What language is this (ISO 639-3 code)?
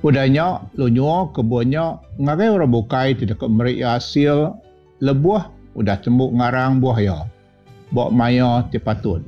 iba